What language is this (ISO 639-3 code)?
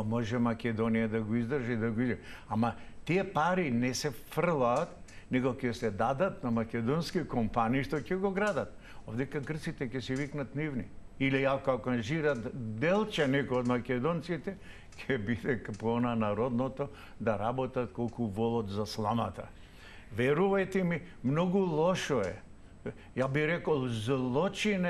mkd